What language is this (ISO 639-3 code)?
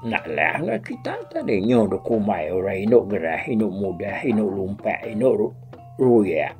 iba